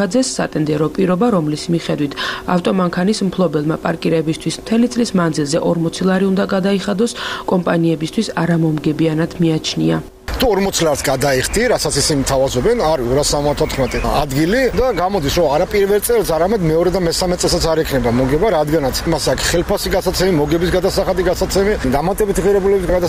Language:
Georgian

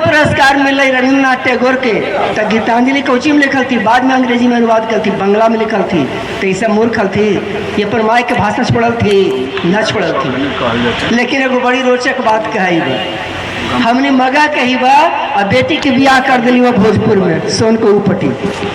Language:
Magahi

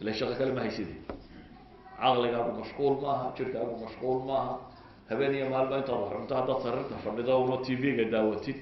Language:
Somali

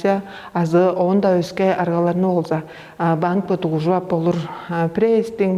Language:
Tuvinian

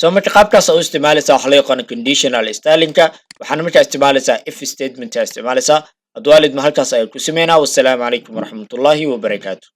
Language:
Somali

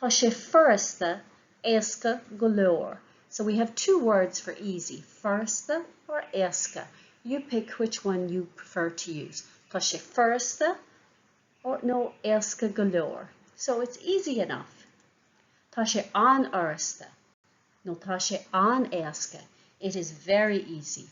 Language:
Irish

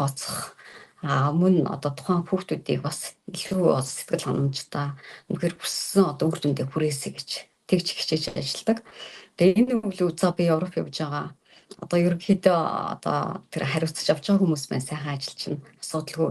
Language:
Mongolian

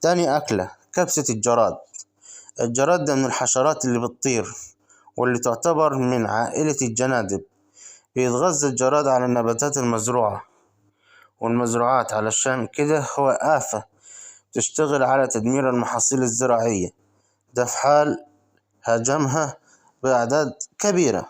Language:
Egyptian Arabic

